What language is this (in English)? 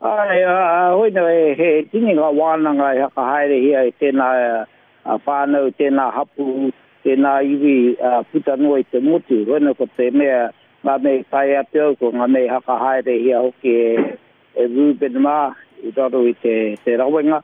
Māori